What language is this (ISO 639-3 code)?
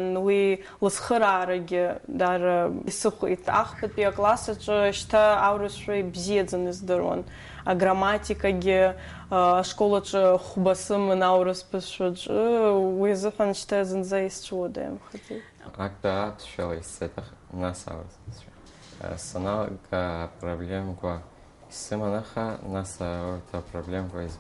abk